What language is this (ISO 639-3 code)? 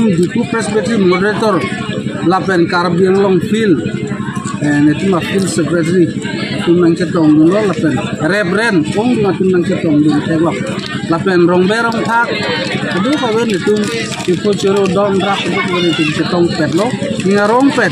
mjw